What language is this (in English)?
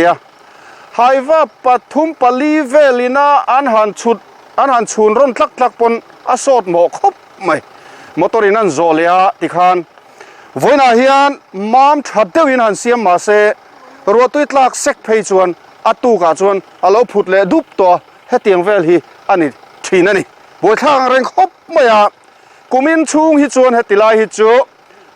Mizo